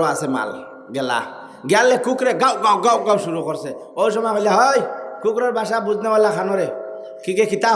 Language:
Sylheti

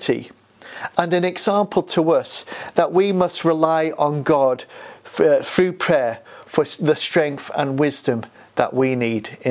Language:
English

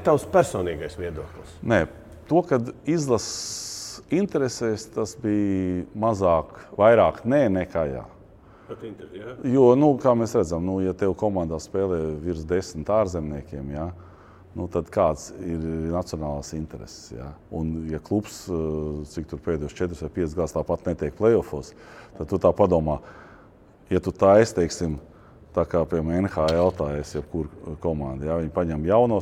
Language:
Latvian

